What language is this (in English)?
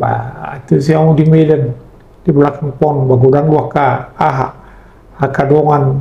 Batak Toba